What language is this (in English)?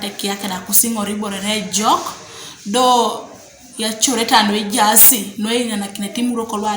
Teso